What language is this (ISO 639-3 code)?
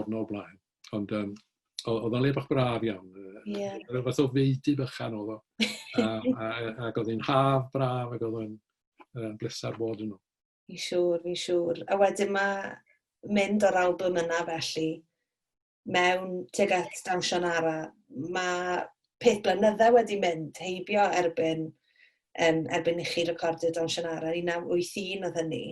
cym